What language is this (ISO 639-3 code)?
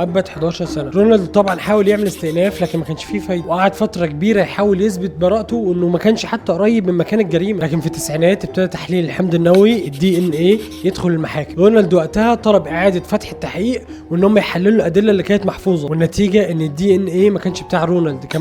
arz